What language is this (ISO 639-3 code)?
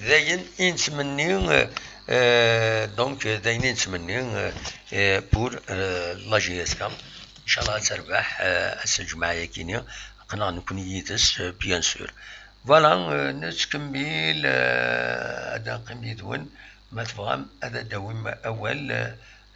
kab